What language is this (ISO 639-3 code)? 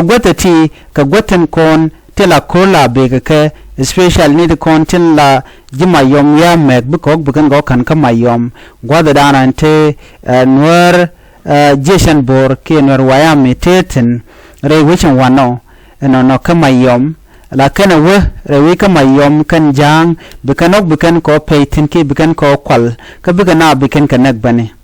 nus